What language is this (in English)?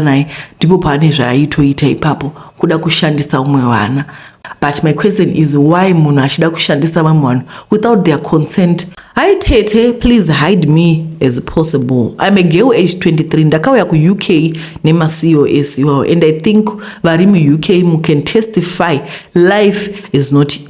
Shona